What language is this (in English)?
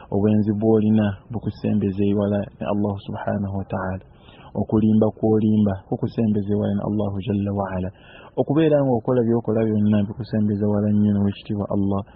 Ganda